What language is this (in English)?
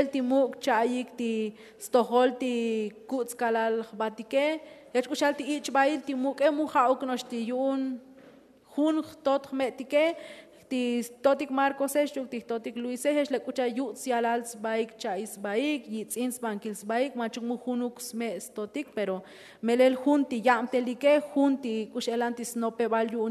Tzotzil